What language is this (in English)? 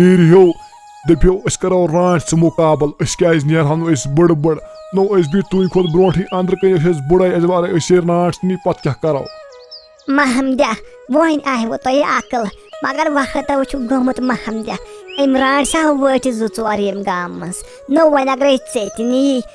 Kashmiri